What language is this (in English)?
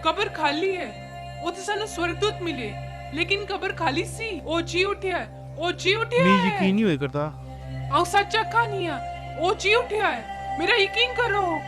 Dogri